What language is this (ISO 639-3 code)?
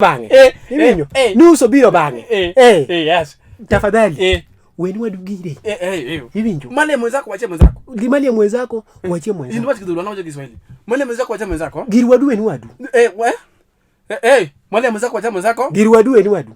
luo